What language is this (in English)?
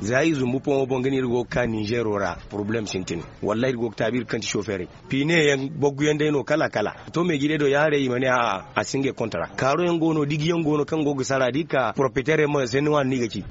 Zarma